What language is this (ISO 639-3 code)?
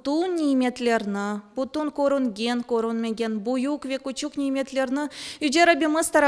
crh